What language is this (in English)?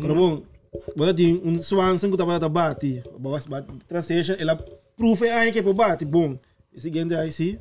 Papiamento